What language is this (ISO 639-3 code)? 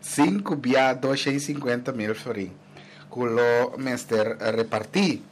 pap